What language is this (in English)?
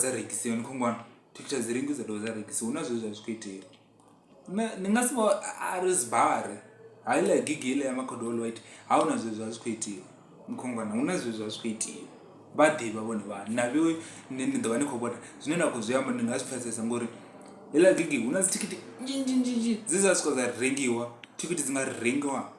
Venda